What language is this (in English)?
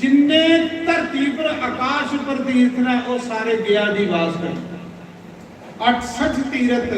Dogri